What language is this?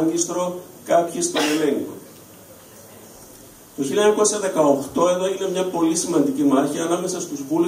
Greek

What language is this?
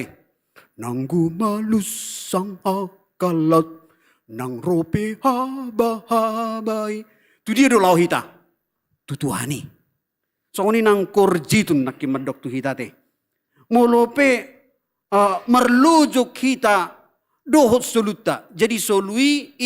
Batak Toba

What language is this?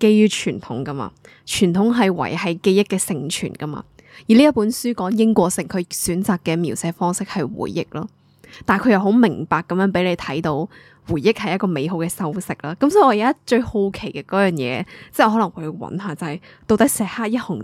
Cantonese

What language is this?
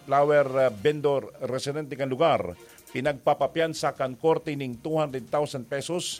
Bikol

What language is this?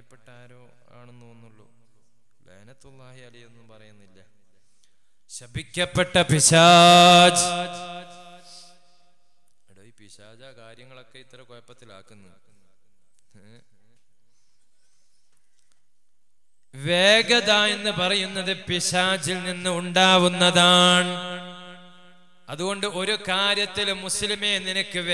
Malayalam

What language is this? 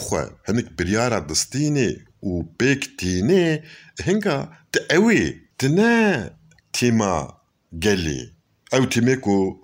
Kurdish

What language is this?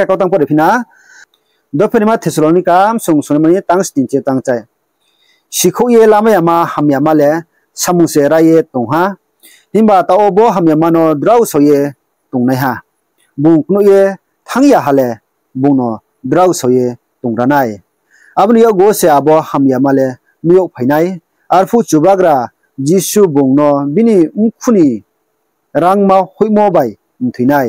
Riang (India)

